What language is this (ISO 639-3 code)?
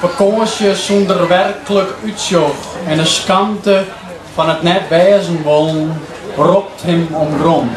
fry